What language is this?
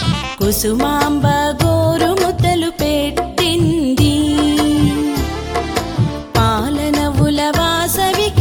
Telugu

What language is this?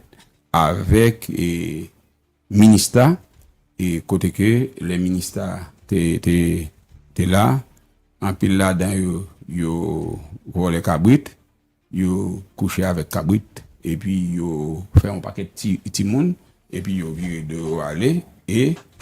Haitian Creole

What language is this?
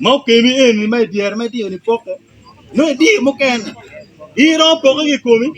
Acoli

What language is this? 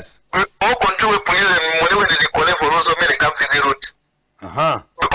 Cameroon Pidgin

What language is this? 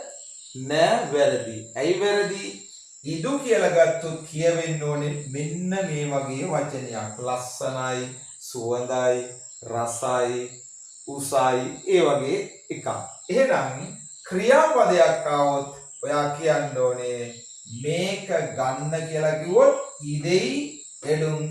Sinhala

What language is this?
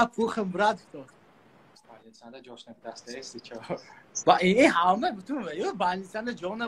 Tajik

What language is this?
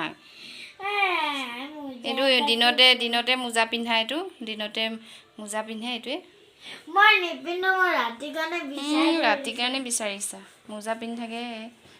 Assamese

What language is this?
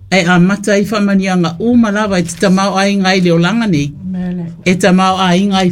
Samoan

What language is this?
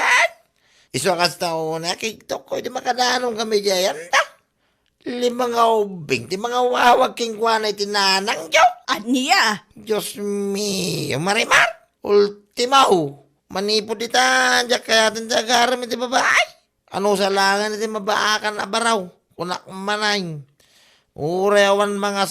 Iloko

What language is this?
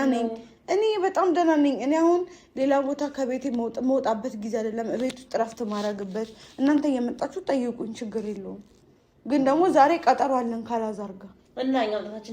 Amharic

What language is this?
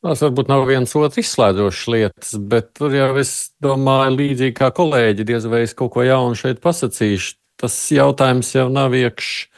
Latvian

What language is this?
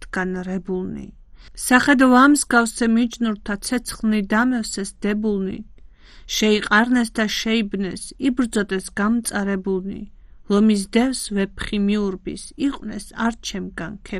Georgian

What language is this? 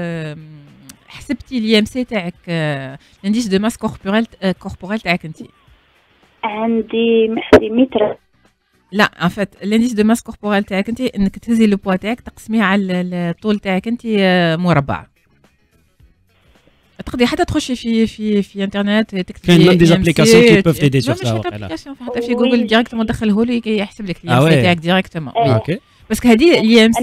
Algerian Arabic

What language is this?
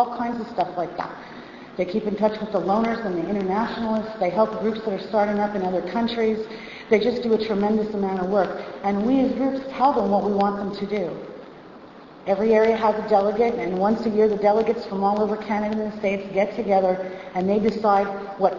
English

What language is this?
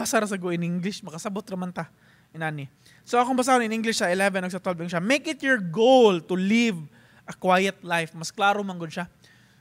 Cebuano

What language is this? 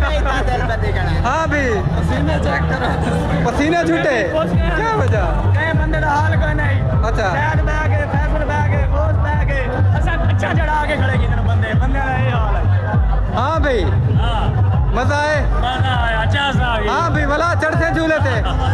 Saraiki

